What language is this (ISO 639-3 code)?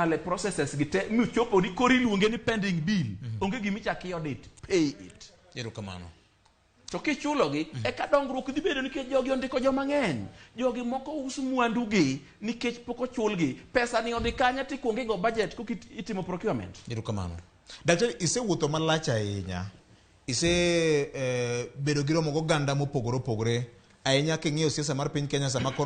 luo